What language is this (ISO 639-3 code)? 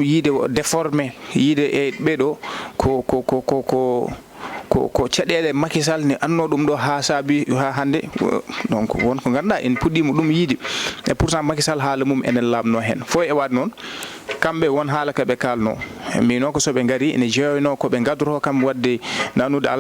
ful